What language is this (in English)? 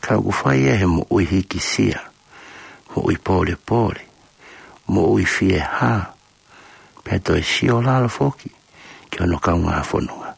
Tongan